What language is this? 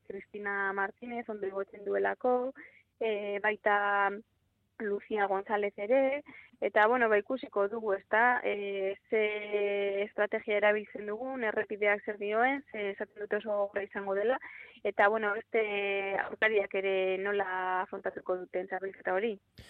Basque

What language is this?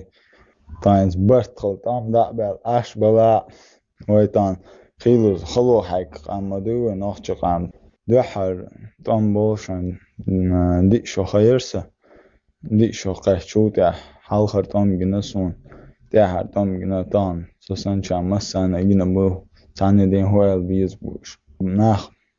Chechen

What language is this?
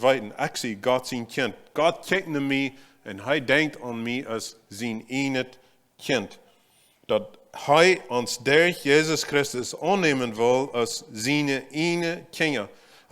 Plautdietsch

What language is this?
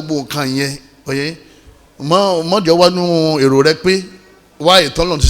Yoruba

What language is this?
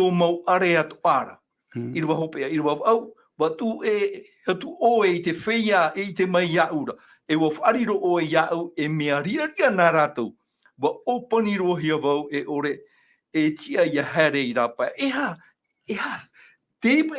Tahitian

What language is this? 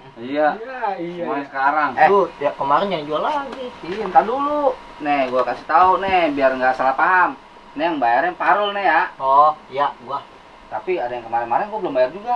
Betawi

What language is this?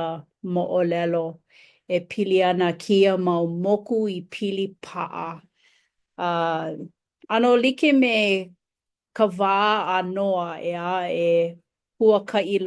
Hawaiian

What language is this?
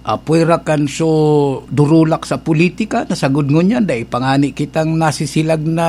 Bikol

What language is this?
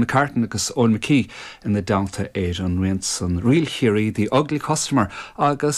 Irish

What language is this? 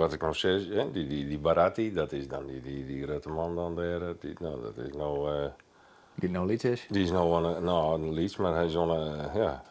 Western Frisian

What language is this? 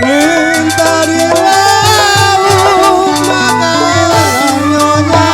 Betawi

